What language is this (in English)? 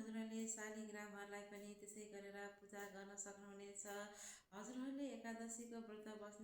Nepali